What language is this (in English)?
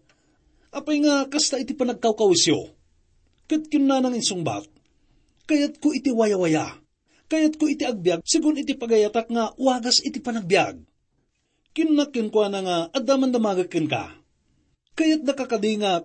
Iloko